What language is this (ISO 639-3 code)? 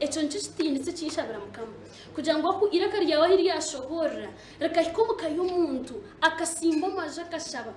nyn